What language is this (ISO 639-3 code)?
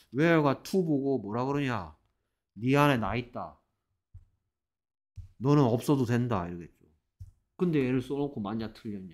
kor